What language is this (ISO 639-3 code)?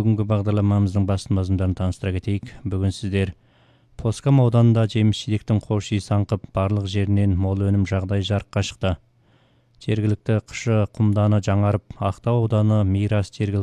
kaz